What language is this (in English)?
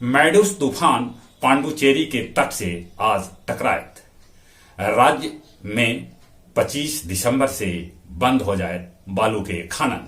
Magahi